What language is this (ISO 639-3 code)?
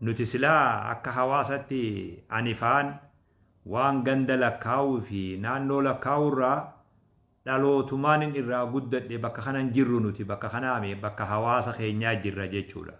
orm